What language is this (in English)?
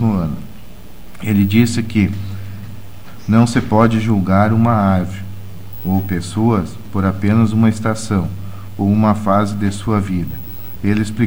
Portuguese